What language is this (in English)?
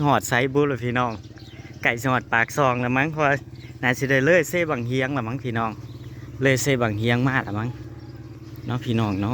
Northeastern Thai